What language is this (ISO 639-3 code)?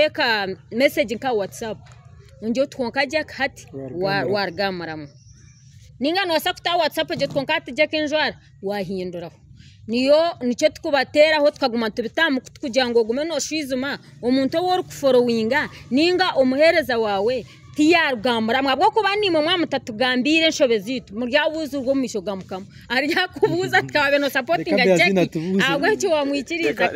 nyn